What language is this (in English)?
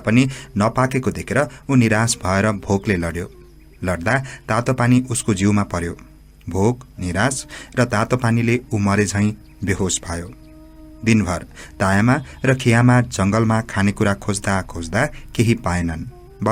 Nepali